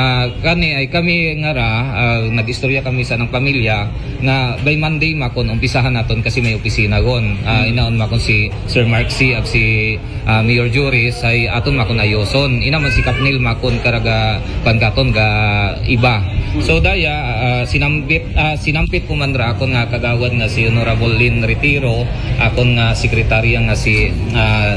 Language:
Aklanon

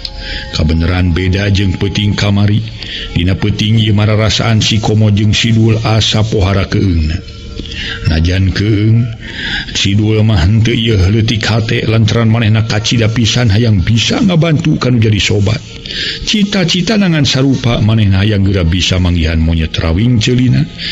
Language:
Sundanese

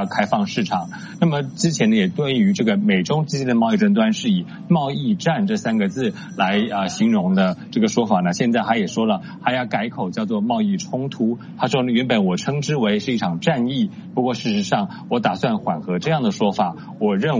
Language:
Chinese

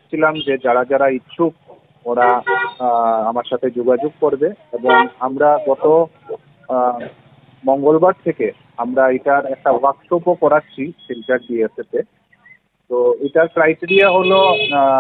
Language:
Bangla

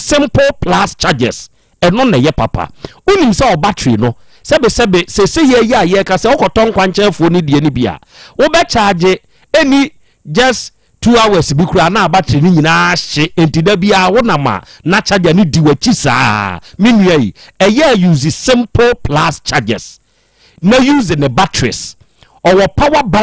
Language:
Akan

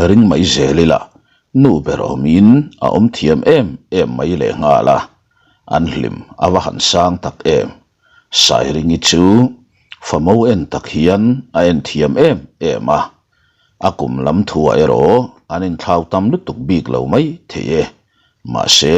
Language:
Mizo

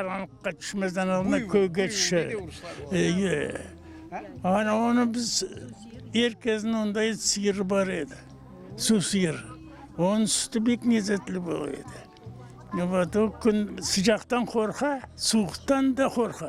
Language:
Crimean Tatar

